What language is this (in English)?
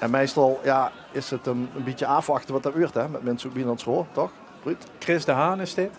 Limburgish